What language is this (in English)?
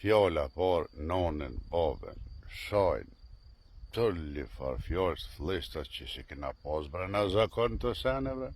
Albanian